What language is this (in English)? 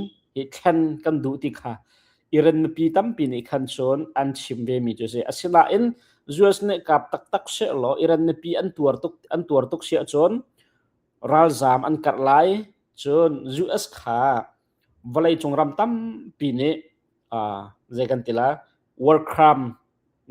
Hakha Chin